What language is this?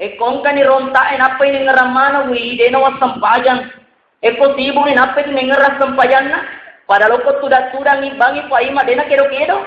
Buginese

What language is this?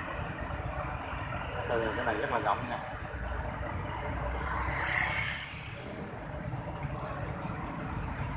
Vietnamese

